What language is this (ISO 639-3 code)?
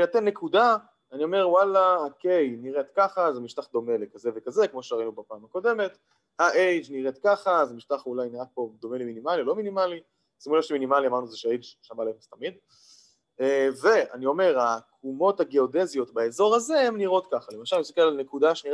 heb